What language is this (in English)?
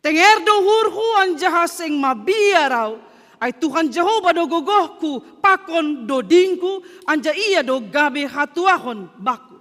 Batak Simalungun